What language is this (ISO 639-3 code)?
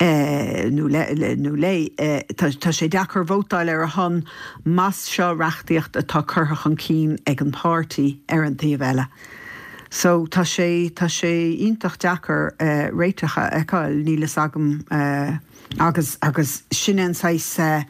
gle